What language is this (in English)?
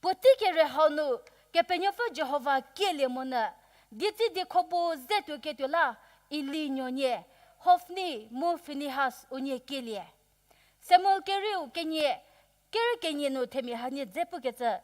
Angami Naga